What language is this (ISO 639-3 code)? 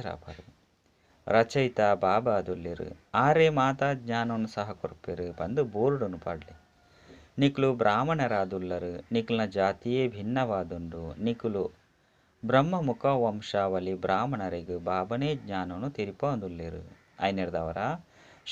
tcy